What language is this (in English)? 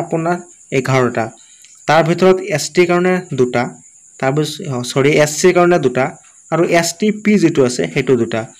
Assamese